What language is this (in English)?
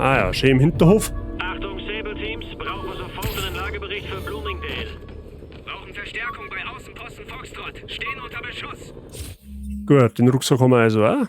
Bavarian